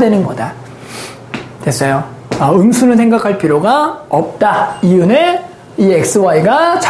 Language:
Korean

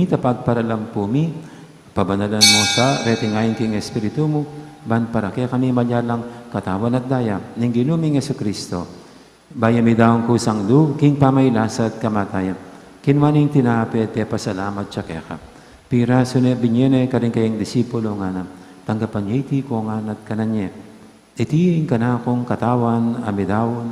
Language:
Pampanga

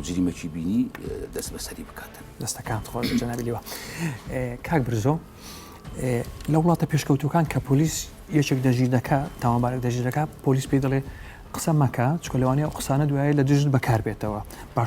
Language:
Central Kurdish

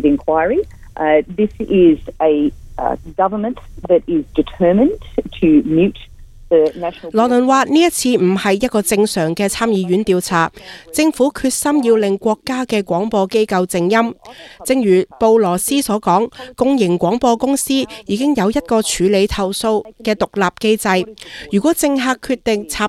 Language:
Cantonese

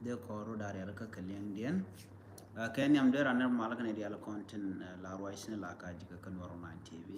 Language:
Nuer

